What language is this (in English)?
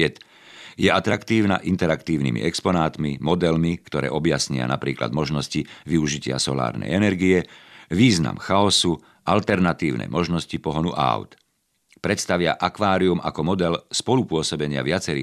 Slovak